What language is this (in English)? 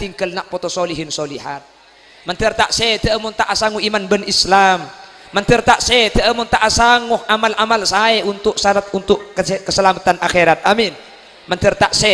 Madurese